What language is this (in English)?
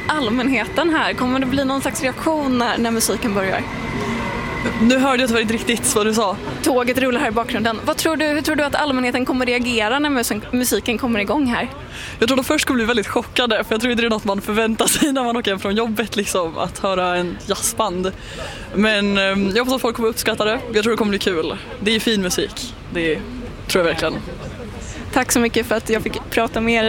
Swedish